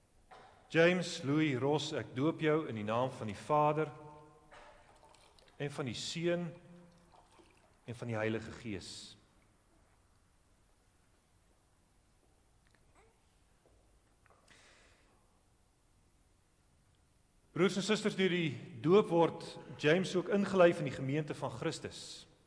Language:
Afrikaans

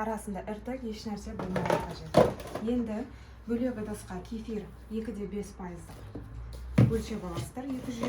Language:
Kazakh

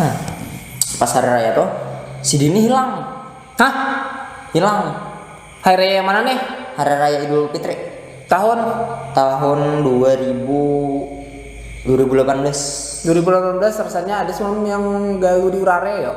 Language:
Banjar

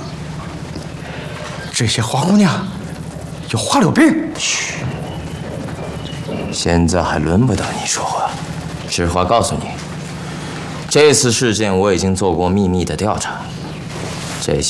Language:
Chinese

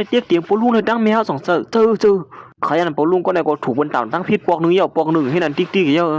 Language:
Shan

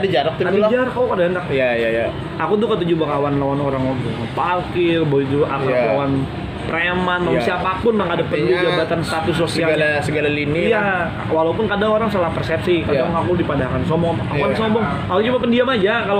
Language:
Banjar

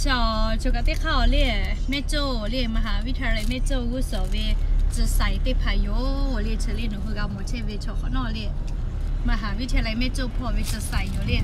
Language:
Lahu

